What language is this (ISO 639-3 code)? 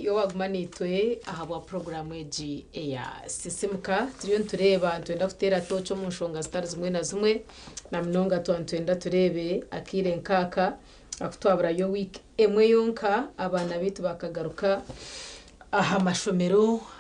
nyn